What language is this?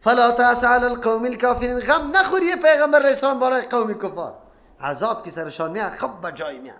Persian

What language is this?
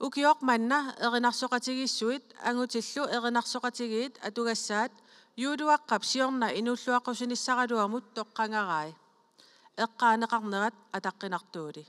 Kalaallisut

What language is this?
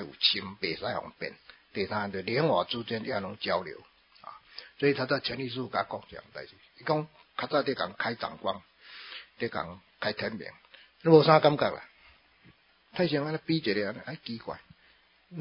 Min Nan Chinese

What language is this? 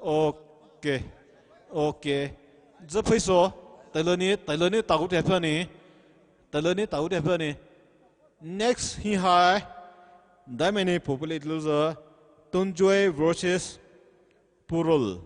Poumei Naga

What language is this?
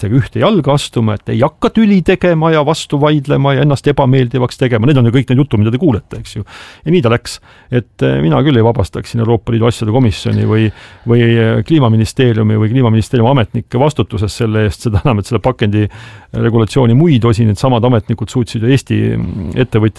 Estonian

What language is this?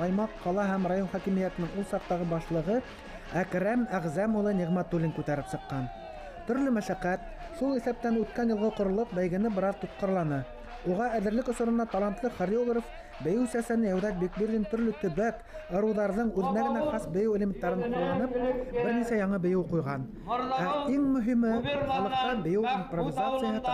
Bashkir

